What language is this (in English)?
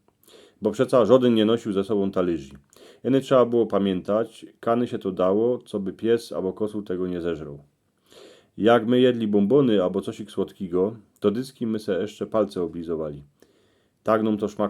Silesian